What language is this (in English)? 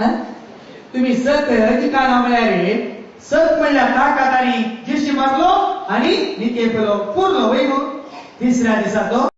Konkani